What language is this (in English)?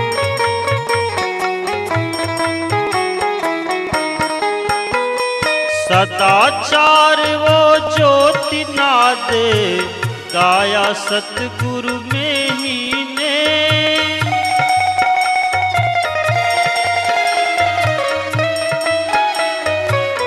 Hindi